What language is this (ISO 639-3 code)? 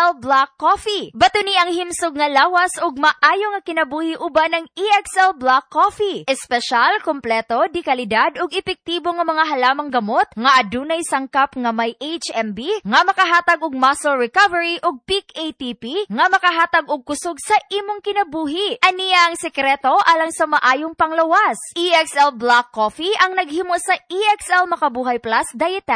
ceb